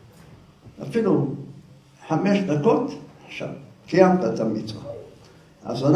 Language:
Hebrew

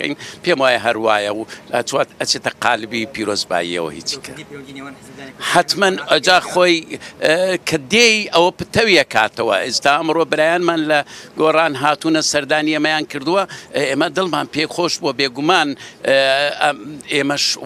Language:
Central Kurdish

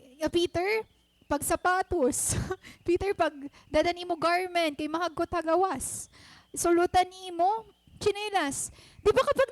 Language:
Waray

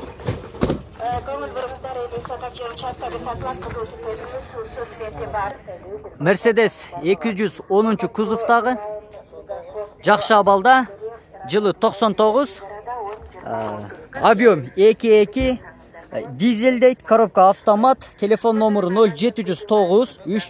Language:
Kyrgyz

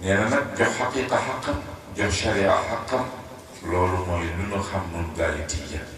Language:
Wolof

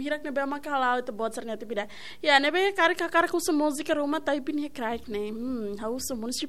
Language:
Tetum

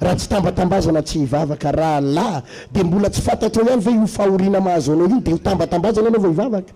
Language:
Malagasy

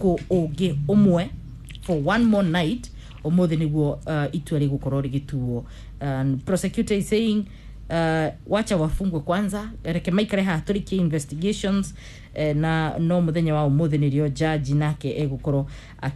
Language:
Kikuyu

